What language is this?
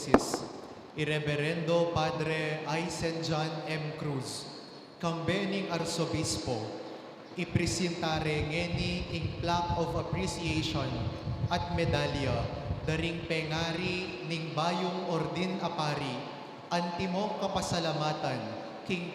Pampanga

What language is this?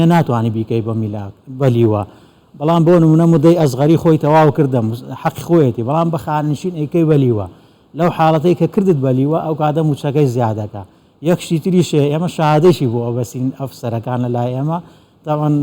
Central Kurdish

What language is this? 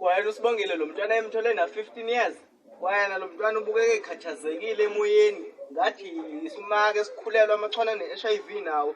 Zulu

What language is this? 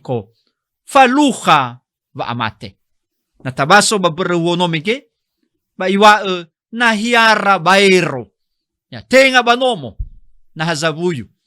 Nias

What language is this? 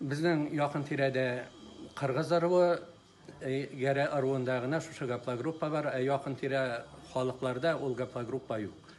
Bashkir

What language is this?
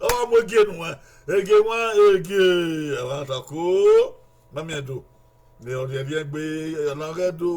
Bini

